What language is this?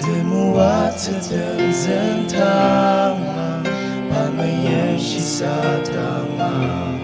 Ao Naga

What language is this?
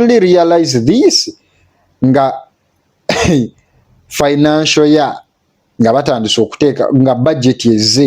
Ganda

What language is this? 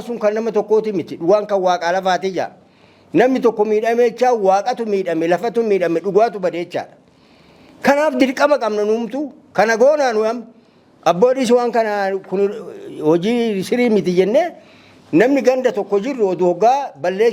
Oromo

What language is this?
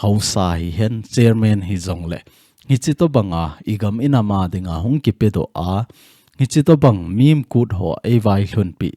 Thado Chin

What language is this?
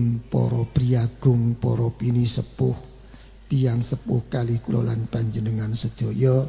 Javanese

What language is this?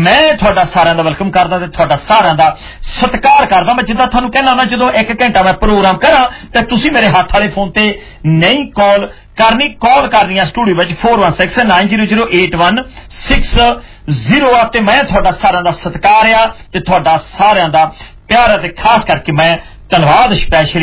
Punjabi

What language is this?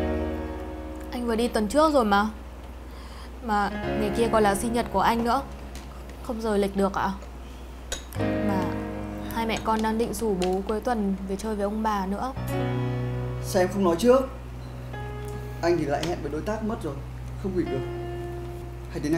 Vietnamese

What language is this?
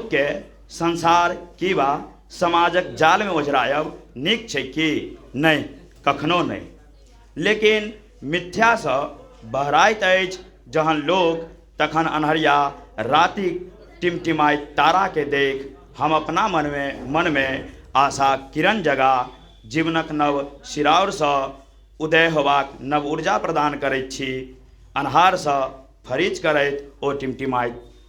Maithili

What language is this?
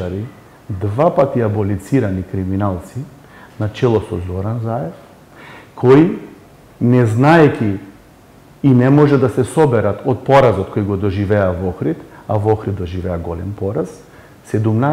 Macedonian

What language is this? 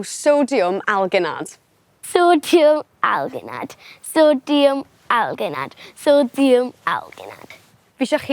Welsh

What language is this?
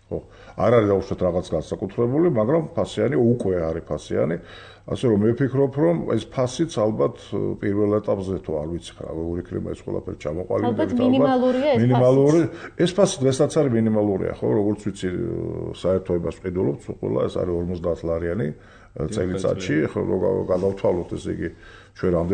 Georgian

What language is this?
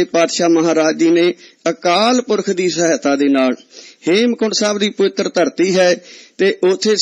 Punjabi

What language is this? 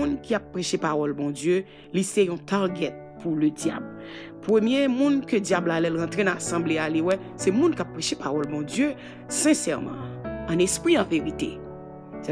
Haitian Creole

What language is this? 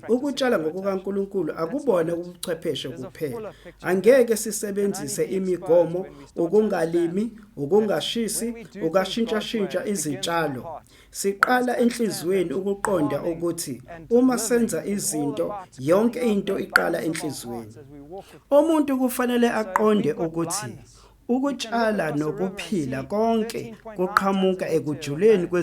Zulu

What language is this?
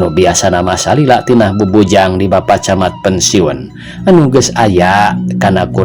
Sundanese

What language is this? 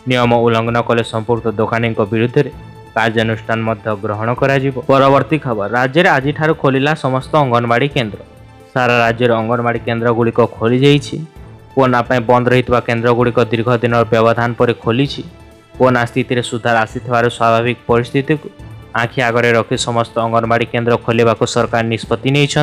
Odia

